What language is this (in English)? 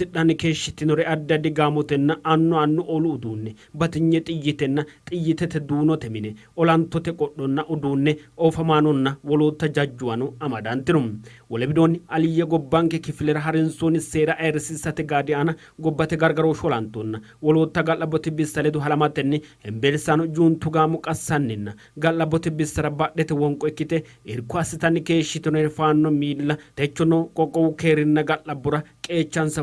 Sidamo